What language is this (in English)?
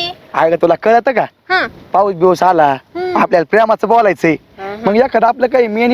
Marathi